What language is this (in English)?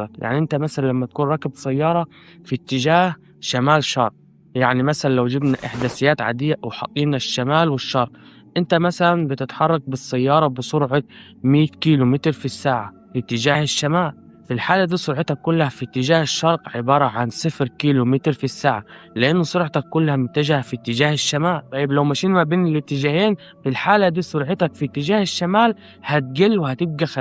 Egyptian Arabic